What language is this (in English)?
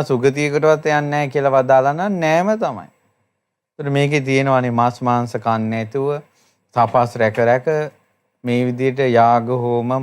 Sinhala